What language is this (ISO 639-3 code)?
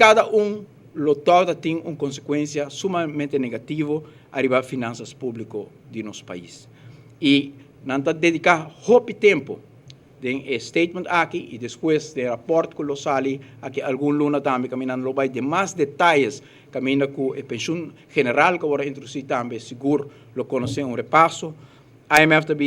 pap